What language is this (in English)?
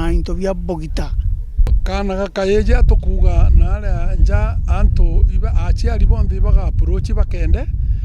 Meru